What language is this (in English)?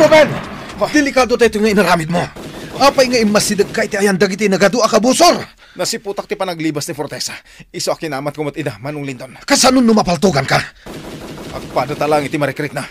Iloko